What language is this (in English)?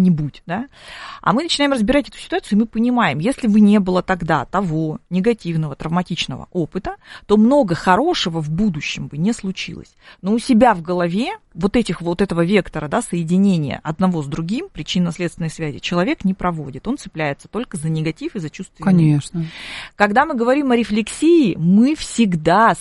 Russian